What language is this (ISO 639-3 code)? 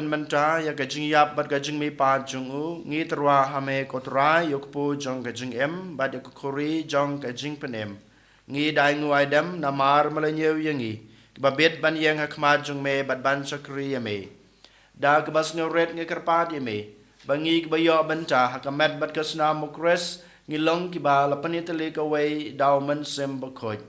kha